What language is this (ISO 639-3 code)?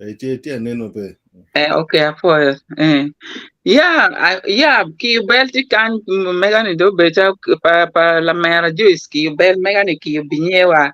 ach